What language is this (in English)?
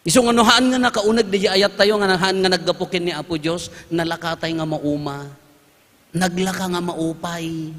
Iloko